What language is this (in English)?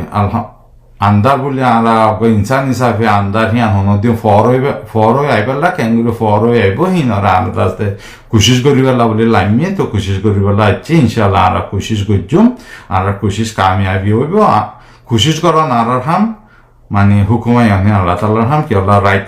Rohingya